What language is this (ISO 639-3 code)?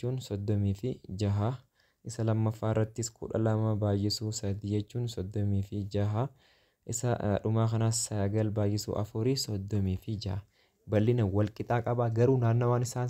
orm